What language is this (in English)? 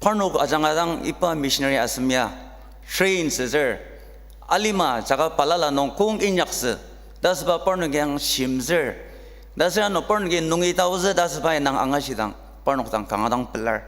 Ao Naga